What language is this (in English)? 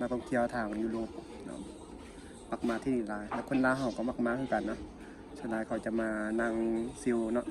Lao